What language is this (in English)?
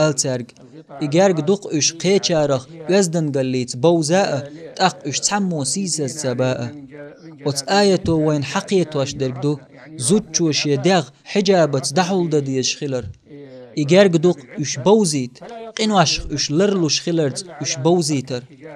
Chechen